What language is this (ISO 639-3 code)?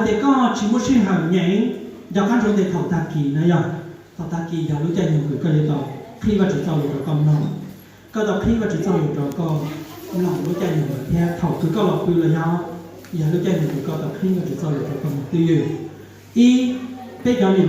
hmn